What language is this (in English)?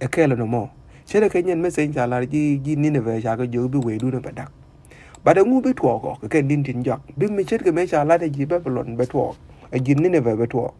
Nuer